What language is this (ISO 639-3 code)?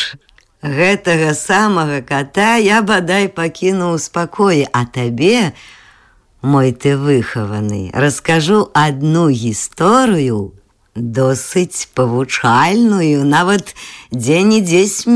bel